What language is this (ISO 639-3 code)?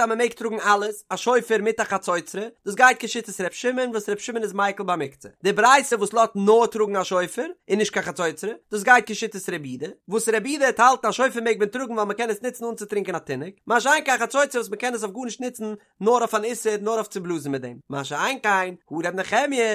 yid